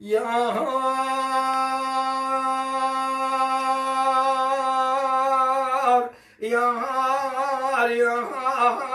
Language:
Kurdish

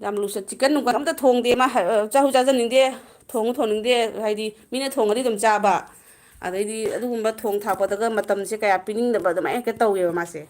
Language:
Manipuri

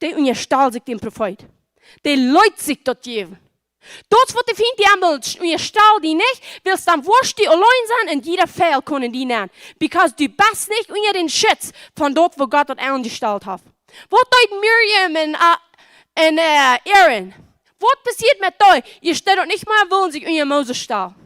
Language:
Plautdietsch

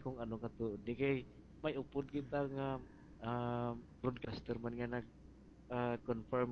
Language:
Hiligaynon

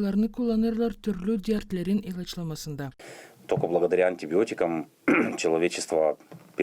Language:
Gagauz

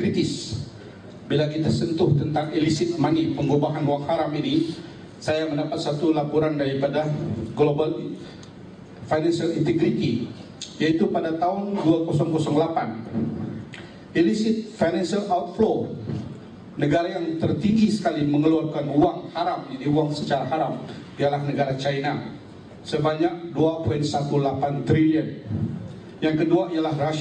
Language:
Malay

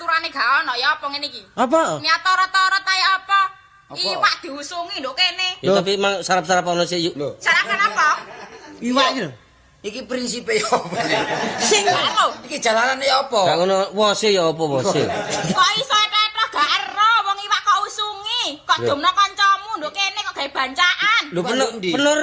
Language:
Javanese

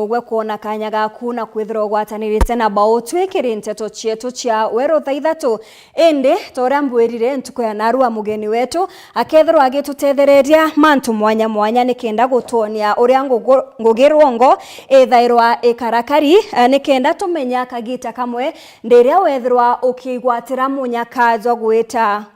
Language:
Meru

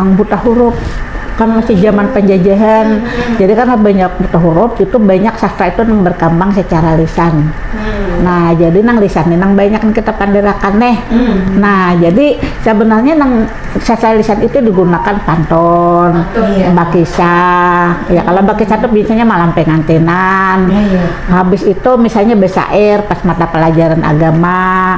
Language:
Banjar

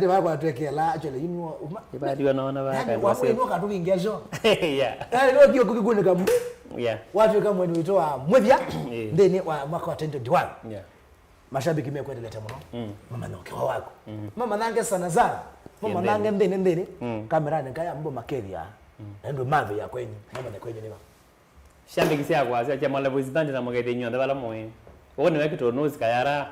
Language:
Kamba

